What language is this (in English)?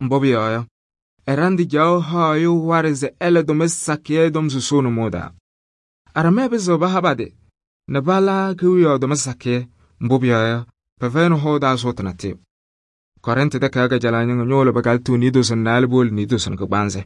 Kabiyè